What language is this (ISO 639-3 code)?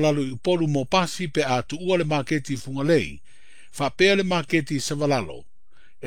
smo